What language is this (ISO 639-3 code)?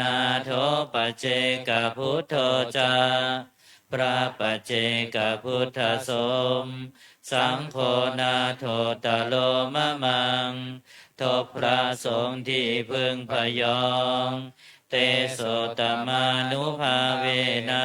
pli